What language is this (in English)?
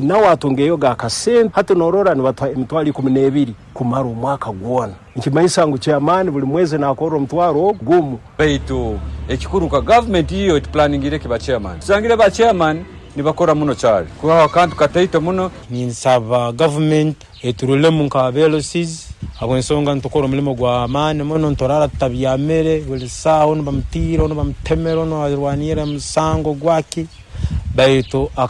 Nyoro